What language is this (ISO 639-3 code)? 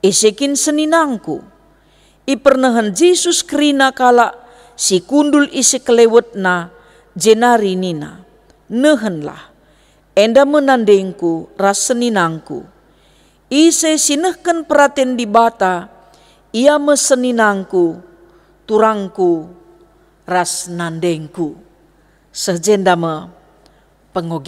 btx